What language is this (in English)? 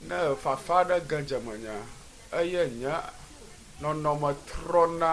Ewe